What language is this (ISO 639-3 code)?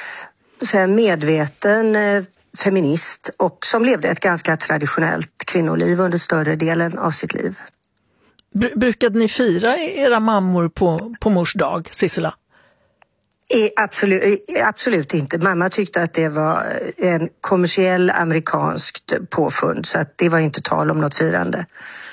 swe